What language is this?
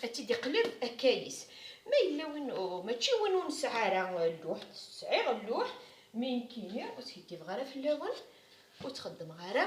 Kabyle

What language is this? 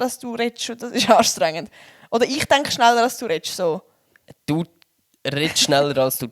Swiss German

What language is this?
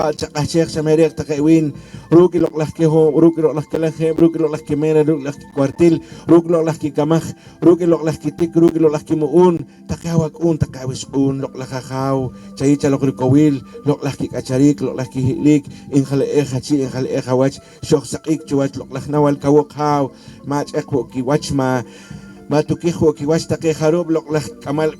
Poqomchi'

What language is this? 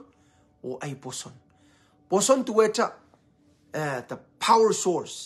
Pohnpeian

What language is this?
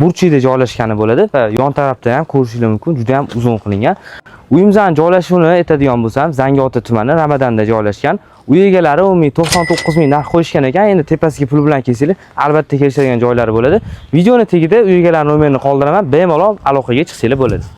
Uzbek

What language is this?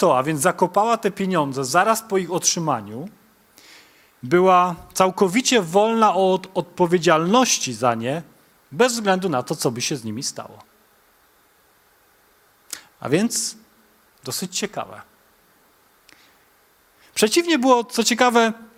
Polish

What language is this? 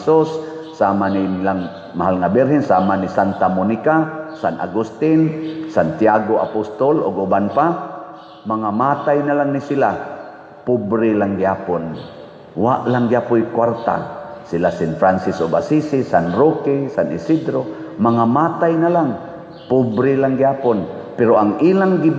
Cebuano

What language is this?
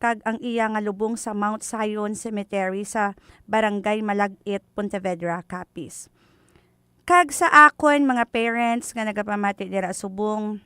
Hiligaynon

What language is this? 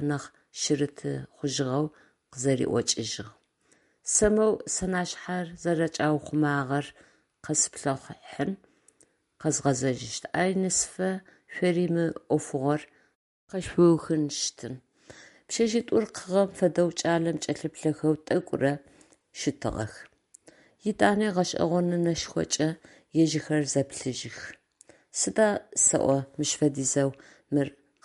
Adyghe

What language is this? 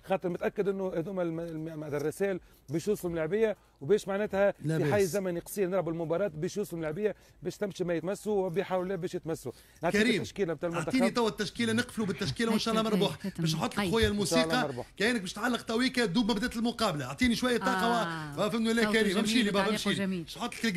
Tunisian Arabic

